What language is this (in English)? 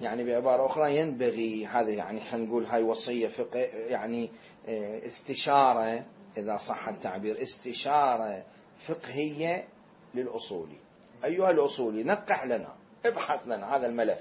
Mesopotamian Arabic